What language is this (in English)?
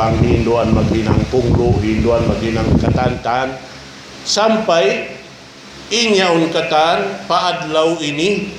Tausug